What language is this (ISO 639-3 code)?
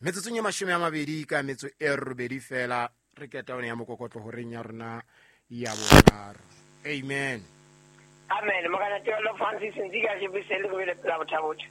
sot